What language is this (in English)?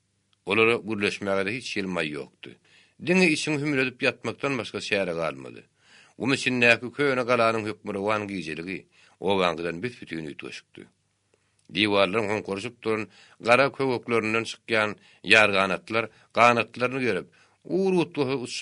Turkmen